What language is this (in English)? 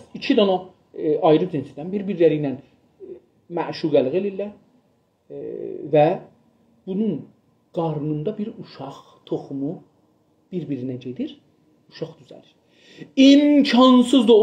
South Azerbaijani